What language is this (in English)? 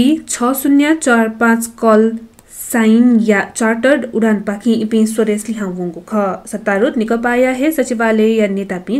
Newari